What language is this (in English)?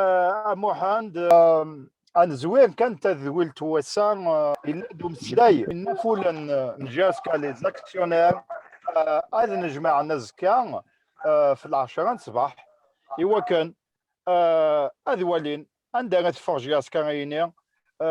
Kabyle